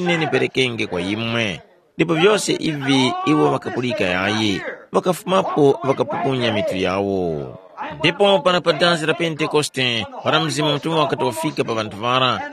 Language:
Tumbuka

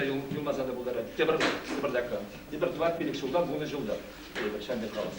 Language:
Chuvash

